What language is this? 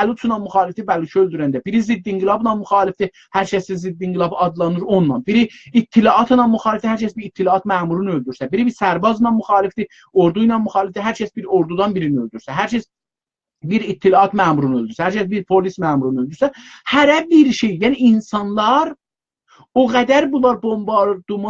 South Azerbaijani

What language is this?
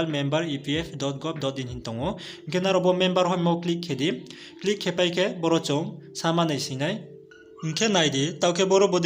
Riang (India)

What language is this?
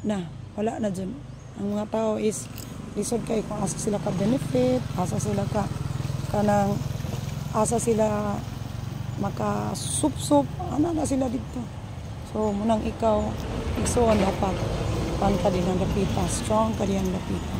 Cebuano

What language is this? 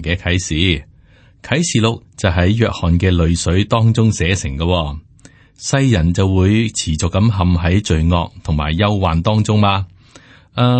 Cantonese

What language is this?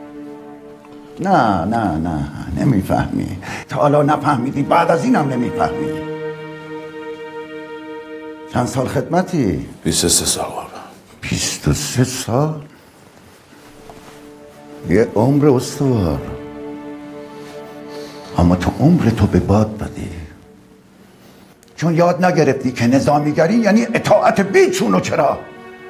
Persian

